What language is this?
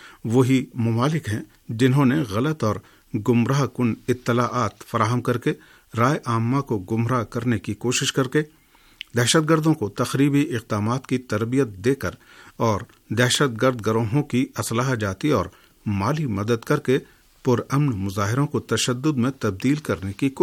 Urdu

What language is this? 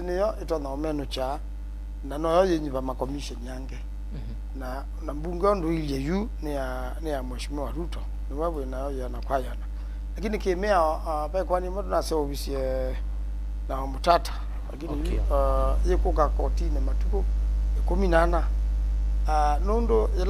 Kamba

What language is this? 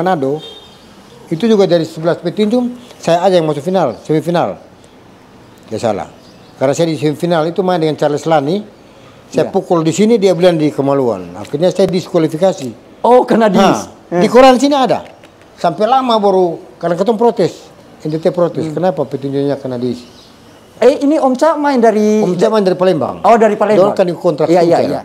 Indonesian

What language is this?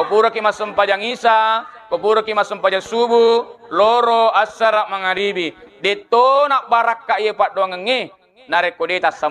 Buginese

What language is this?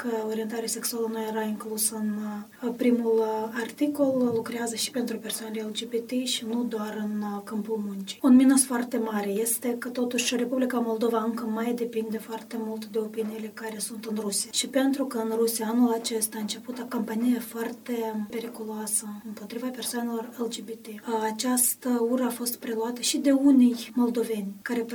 Romanian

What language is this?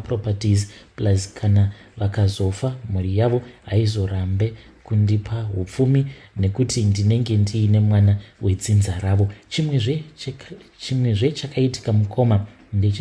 Shona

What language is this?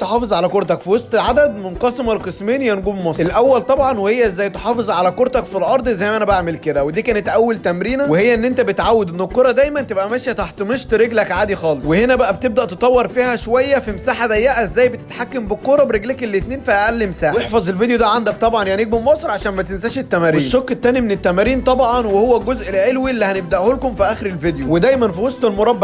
Egyptian Arabic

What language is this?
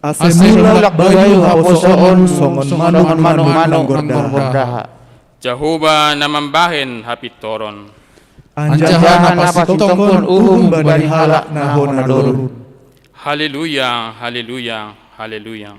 Batak Simalungun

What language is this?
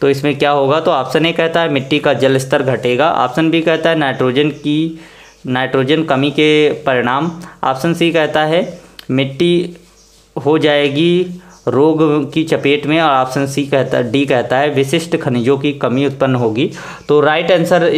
Hindi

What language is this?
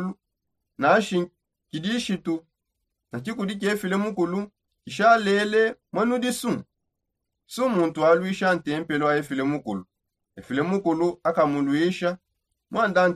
Songe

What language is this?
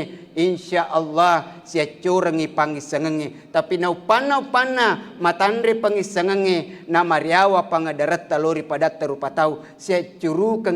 Buginese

